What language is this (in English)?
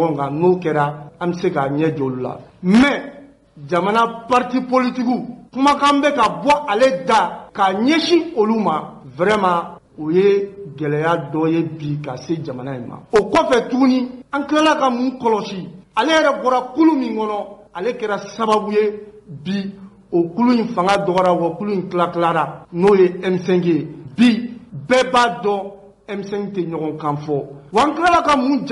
Bambara